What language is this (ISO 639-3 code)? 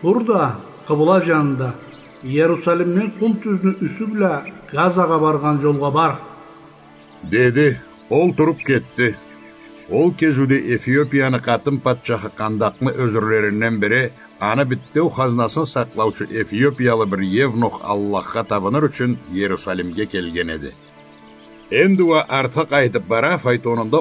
krc